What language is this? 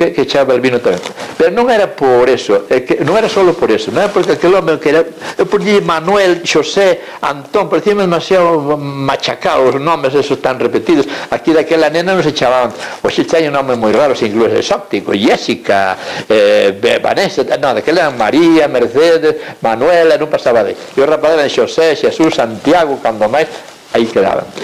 Galician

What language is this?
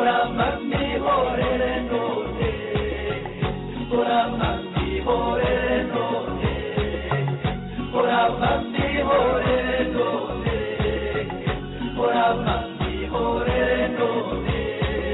Kinyarwanda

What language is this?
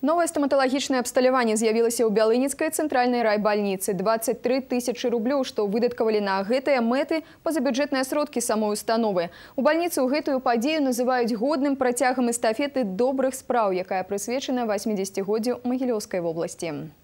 Belarusian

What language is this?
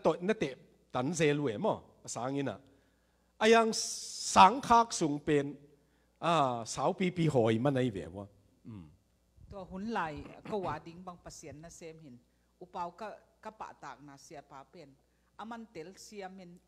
Tedim Chin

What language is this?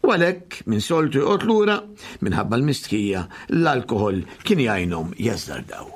Maltese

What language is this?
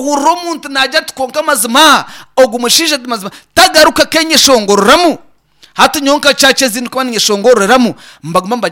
Nyankole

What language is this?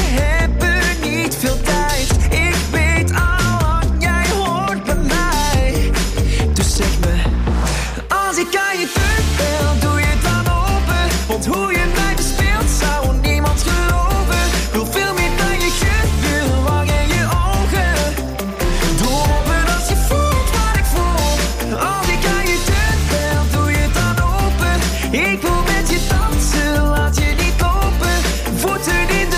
Dutch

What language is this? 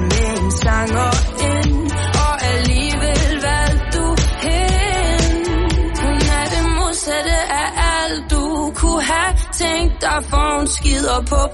Danish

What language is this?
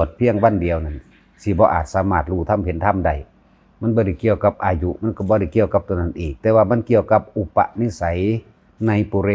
Northeastern Thai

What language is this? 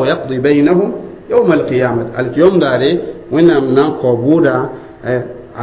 Mossi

